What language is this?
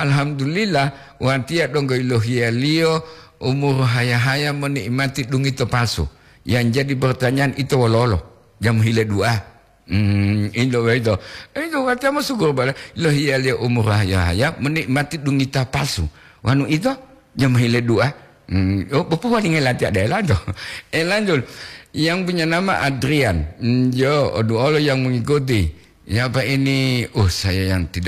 Gorontalo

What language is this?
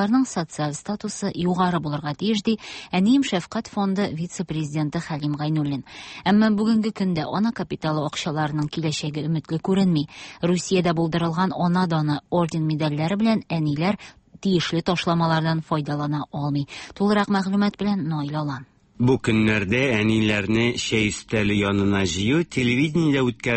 Tatar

